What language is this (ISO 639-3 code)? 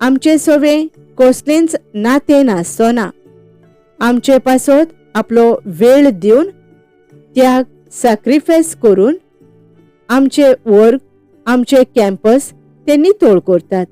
kok